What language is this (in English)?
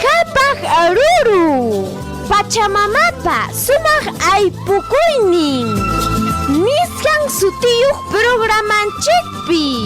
Ayacucho Quechua